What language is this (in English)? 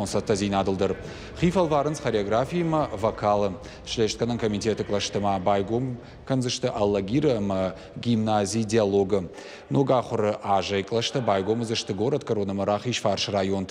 Ossetic